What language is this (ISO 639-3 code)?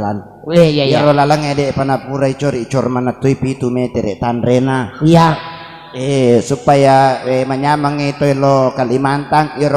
bug